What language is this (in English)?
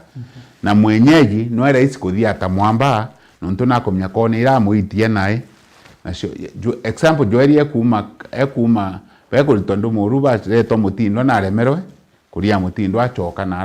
Meru